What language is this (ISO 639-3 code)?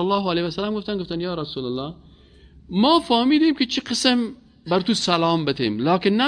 fas